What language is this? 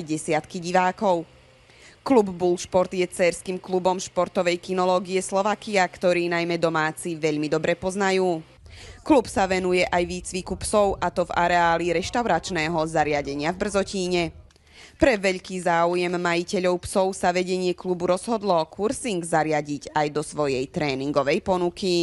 Slovak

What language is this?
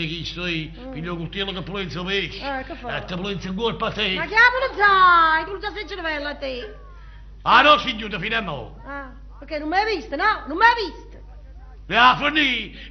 Neapolitan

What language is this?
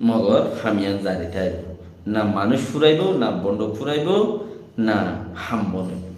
Rohingya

